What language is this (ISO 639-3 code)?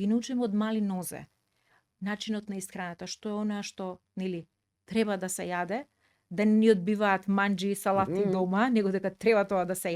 mkd